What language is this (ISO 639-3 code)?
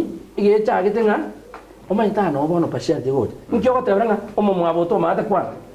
guz